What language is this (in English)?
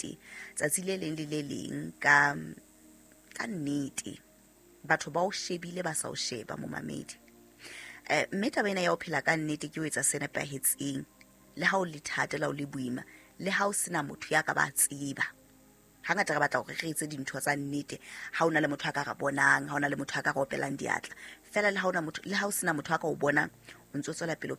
Southern Sotho